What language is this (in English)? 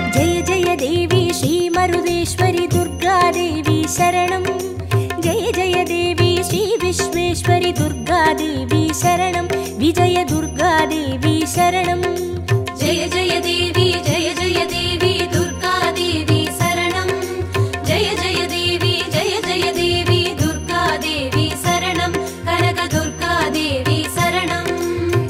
Tamil